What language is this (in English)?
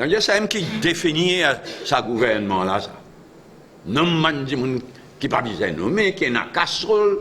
Morisyen